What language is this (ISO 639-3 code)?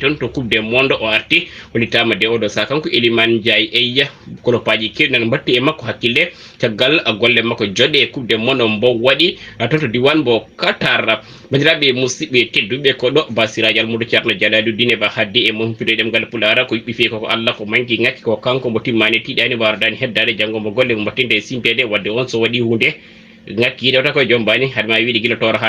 ful